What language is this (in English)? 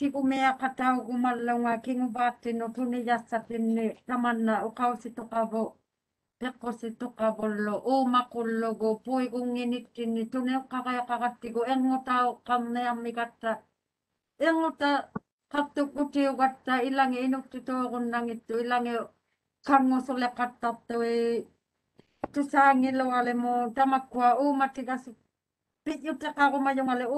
Māori